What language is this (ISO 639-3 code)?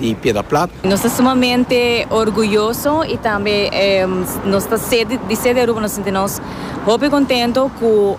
pap